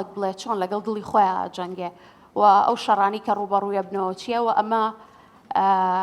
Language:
Central Kurdish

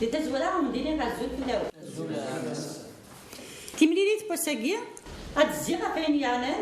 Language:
Kabyle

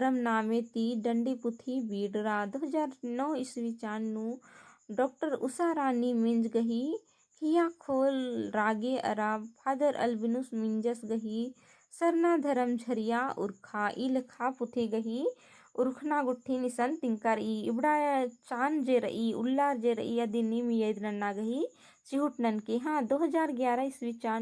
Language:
Kurukh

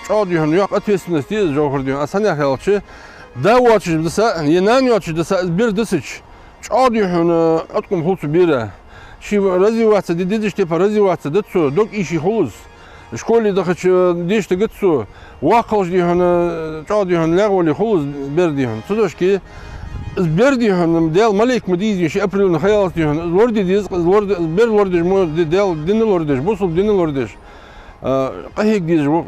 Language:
Ingush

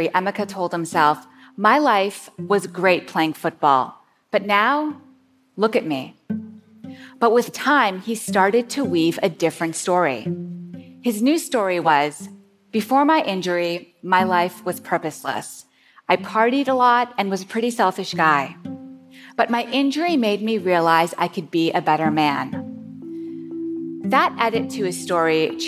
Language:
English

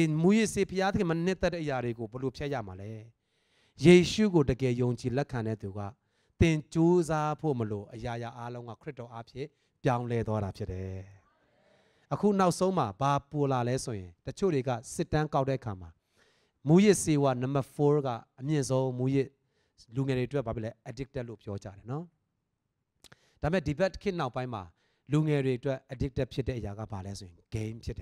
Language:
Burmese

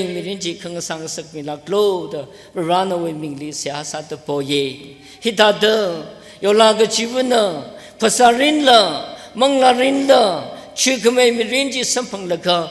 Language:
Tangkhul Naga (India)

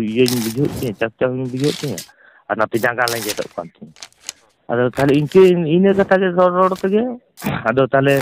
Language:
Santali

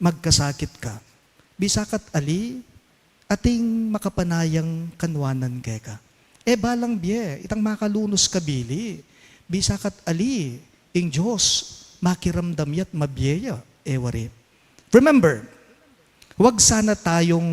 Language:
Pampanga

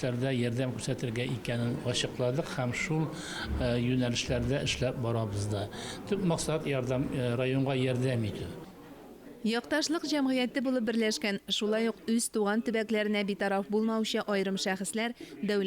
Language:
Tatar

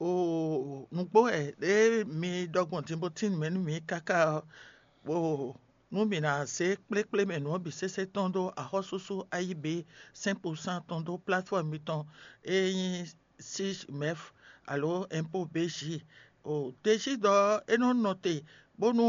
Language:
Fon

